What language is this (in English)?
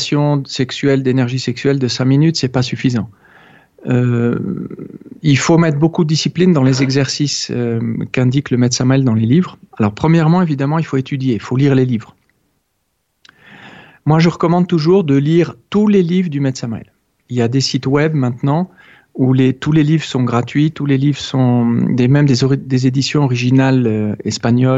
French